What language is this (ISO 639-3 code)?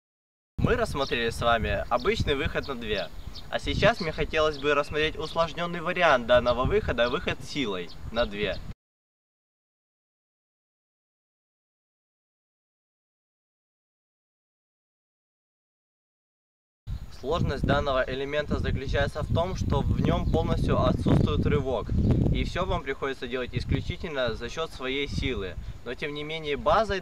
rus